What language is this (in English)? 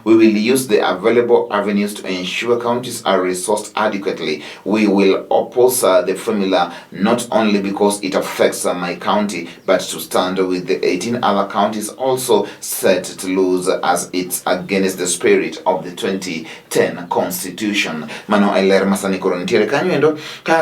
Luo (Kenya and Tanzania)